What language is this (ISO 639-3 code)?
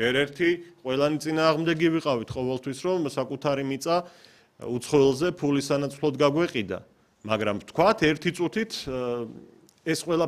kat